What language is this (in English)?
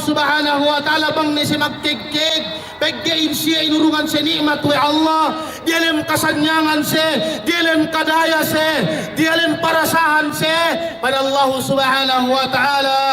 Yakan